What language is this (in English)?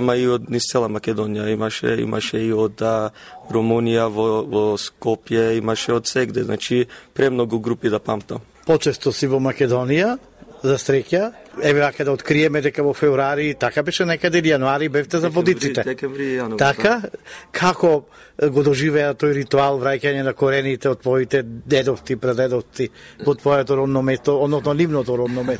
Macedonian